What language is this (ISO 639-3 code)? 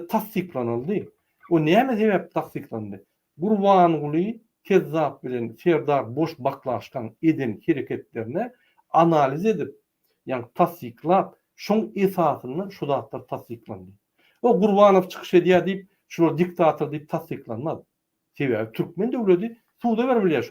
tuk